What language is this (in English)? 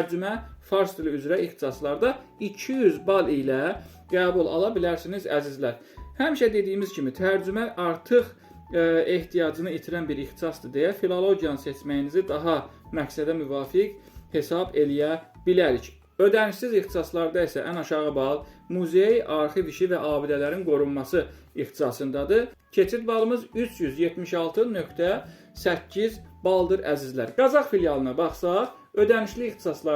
Azerbaijani